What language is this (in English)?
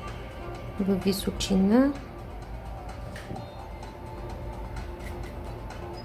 Bulgarian